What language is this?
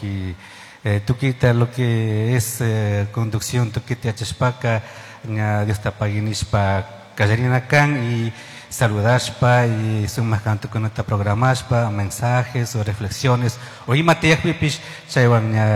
Chimborazo Highland Quichua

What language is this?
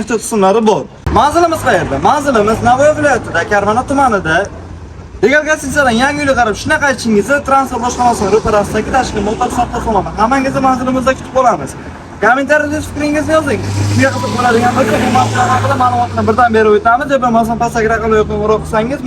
Uzbek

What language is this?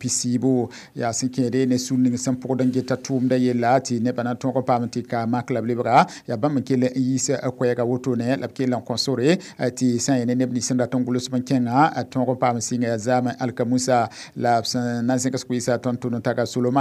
Mossi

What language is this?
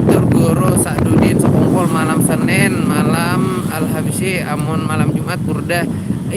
Banjar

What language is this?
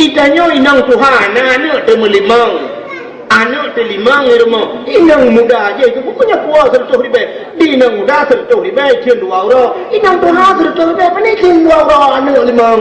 Achinese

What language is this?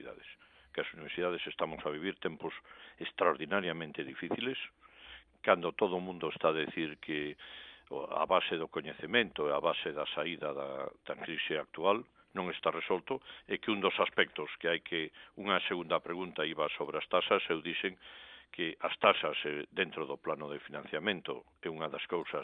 Galician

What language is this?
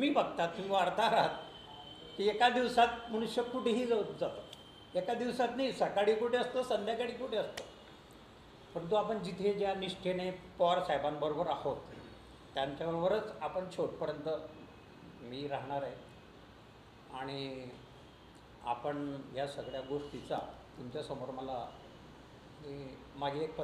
Marathi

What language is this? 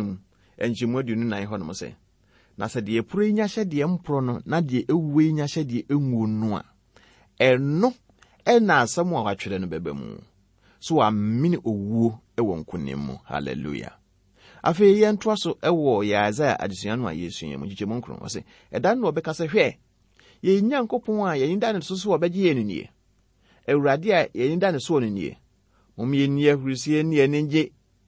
Akan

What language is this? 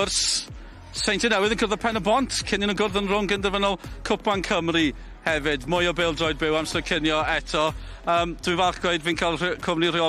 Welsh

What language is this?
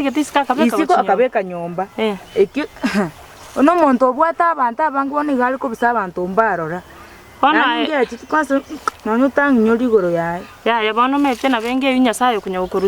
Gusii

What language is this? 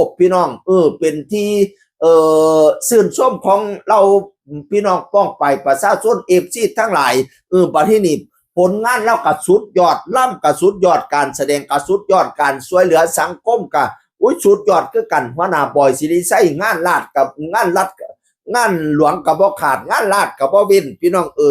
Northeastern Thai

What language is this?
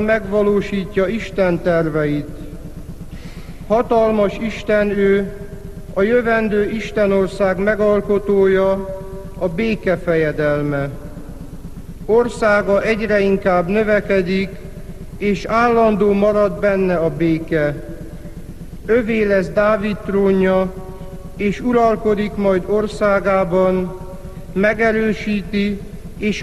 Hungarian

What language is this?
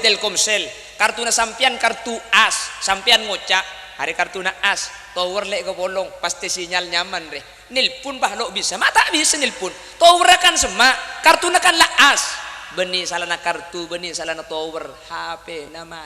Madurese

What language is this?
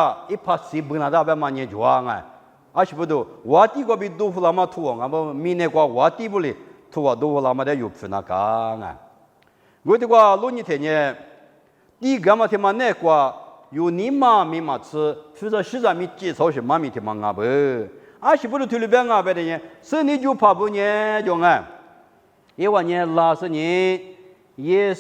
Lisu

